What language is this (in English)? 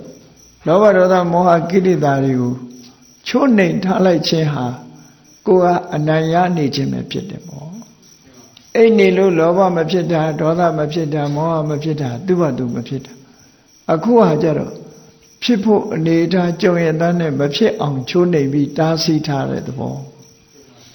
Burmese